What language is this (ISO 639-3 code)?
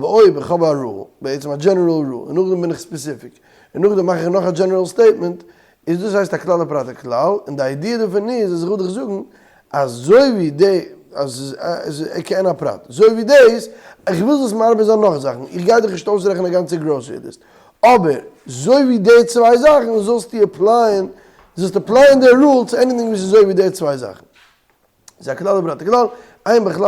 yid